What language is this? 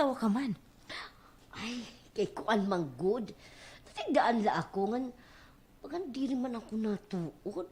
Waray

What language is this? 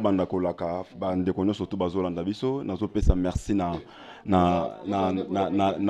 Lingala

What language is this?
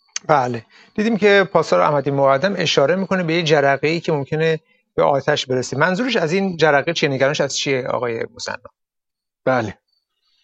Persian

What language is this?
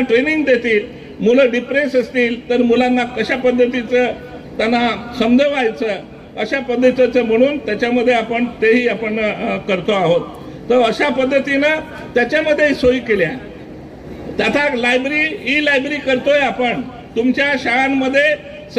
Marathi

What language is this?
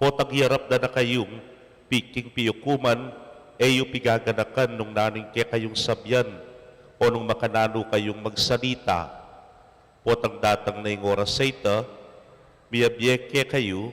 Pampanga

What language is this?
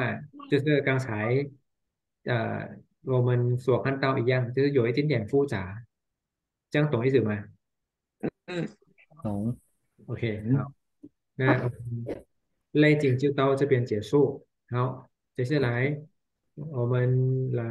Chinese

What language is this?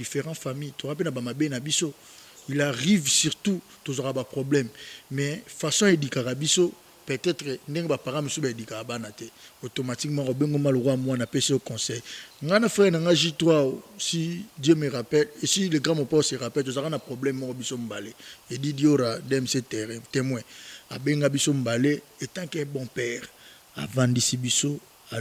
Lingala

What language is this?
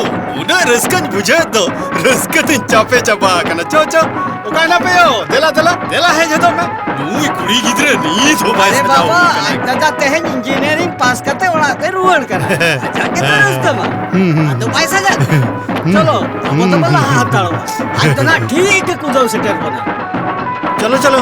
Santali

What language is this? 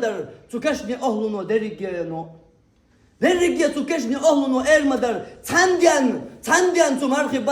Chechen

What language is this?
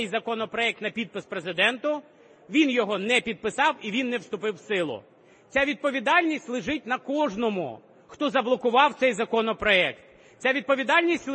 Ukrainian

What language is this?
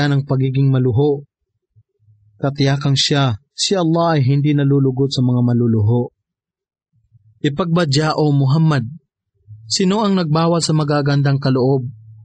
Filipino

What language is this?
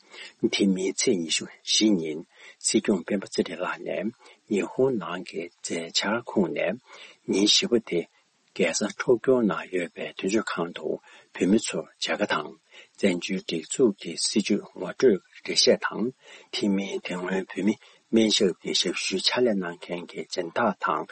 Tibetan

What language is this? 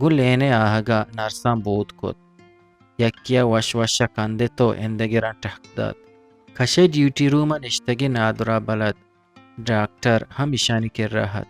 Eastern Balochi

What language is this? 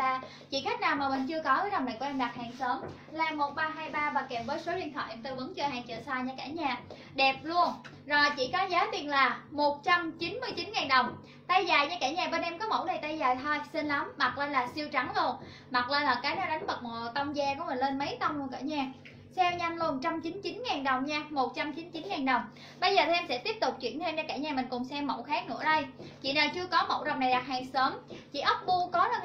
Vietnamese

